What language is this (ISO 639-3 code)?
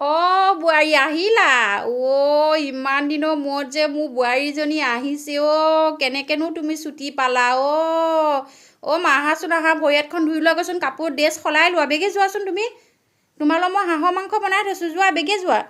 asm